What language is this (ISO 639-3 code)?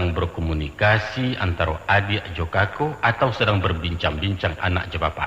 min